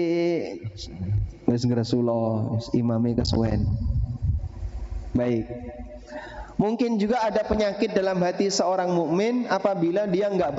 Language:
Indonesian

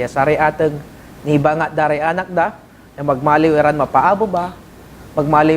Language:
Pangasinan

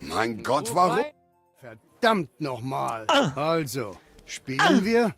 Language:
Bavarian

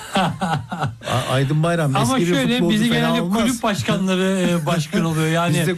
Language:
Turkish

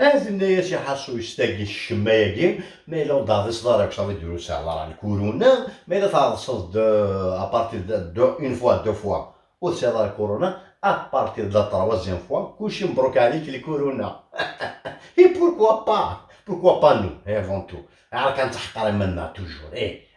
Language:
Kabyle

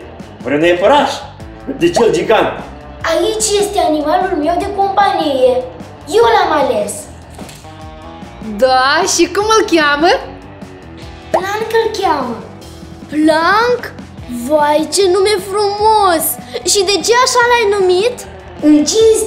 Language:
Romanian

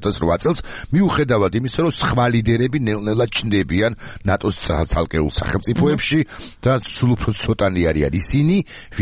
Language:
Georgian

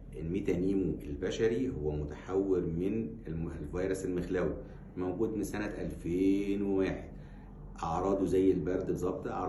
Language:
Egyptian Arabic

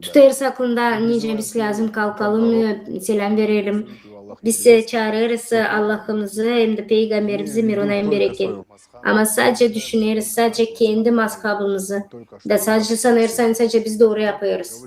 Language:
Gagauz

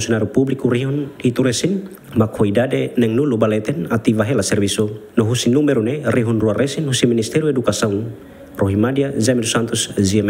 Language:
Tetum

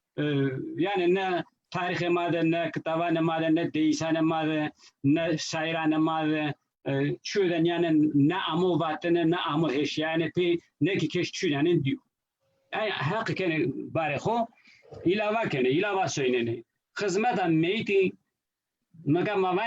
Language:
Zaza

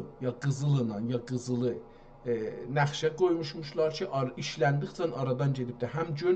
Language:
South Azerbaijani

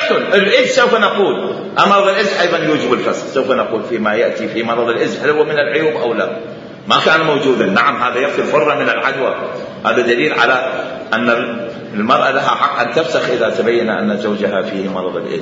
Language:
Mesopotamian Arabic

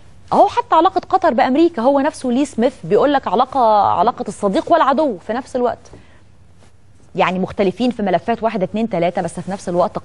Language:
Egyptian Arabic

